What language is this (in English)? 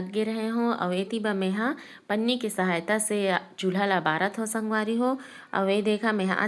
Chhattisgarhi